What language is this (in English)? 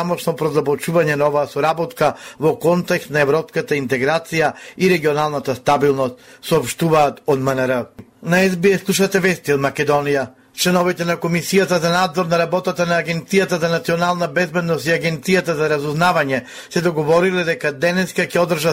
Macedonian